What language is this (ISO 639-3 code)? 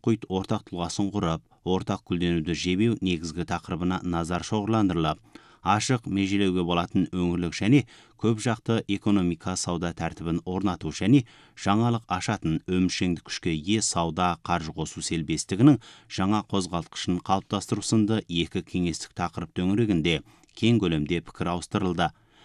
kaz